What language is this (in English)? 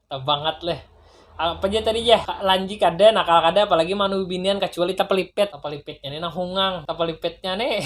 Banjar